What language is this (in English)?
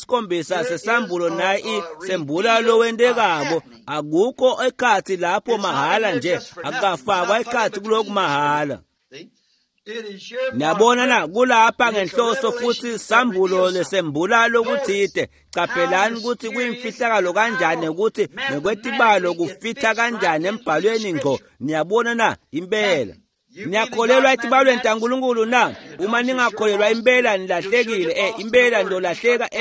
Swati